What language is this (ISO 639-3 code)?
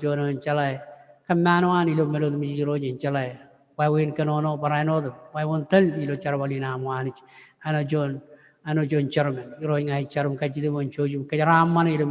mah